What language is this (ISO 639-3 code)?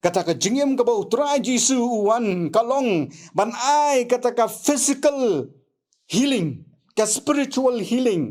kha